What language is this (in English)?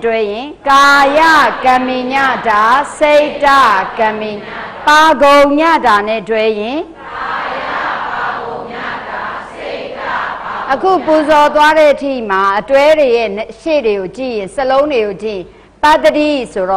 Burmese